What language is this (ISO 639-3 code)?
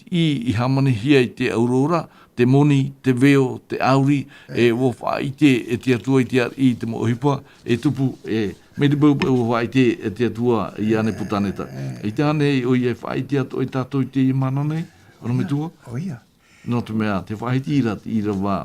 tah